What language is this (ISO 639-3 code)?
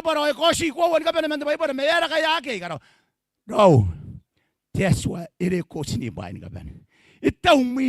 gil